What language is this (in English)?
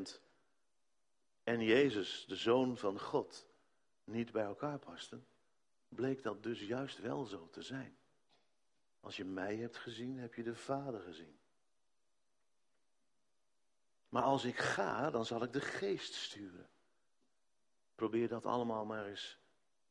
Dutch